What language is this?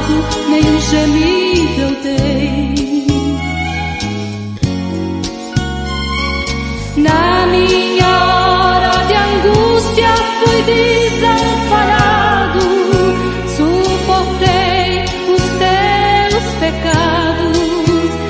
Portuguese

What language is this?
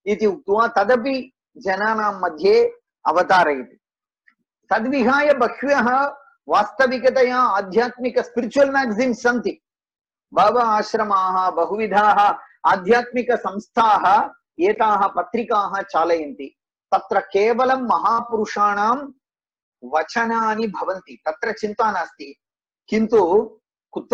Sanskrit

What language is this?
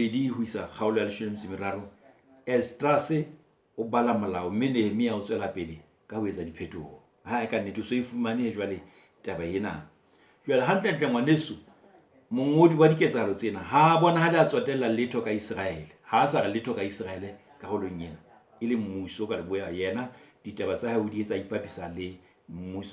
Southern Sotho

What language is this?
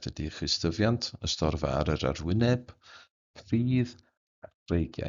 Welsh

